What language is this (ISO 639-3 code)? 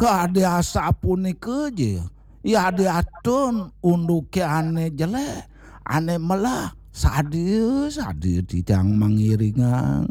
ban